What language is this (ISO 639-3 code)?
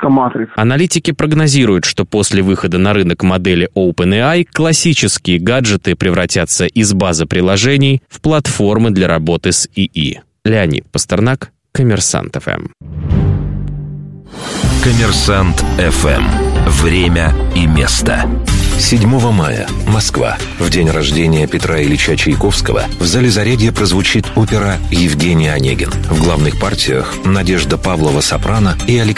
rus